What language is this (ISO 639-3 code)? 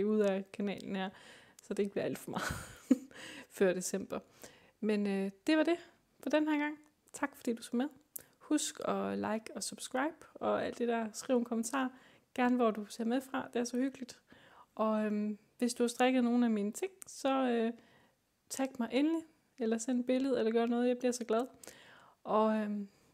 dan